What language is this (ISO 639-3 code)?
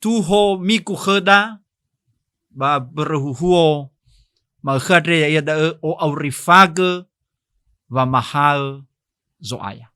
nia